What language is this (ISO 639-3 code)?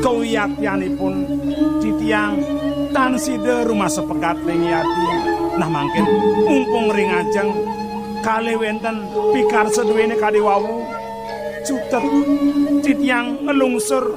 ban